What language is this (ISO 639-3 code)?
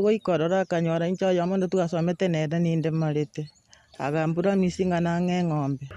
guz